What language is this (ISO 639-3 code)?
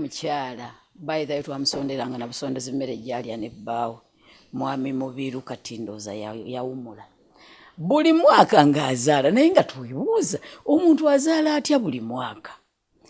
lug